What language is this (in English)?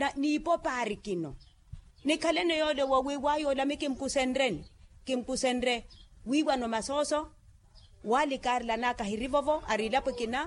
Makhuwa